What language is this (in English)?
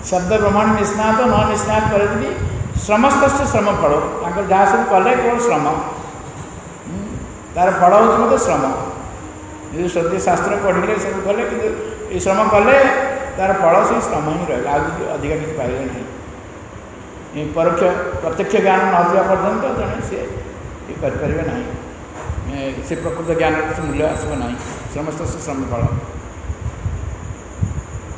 Odia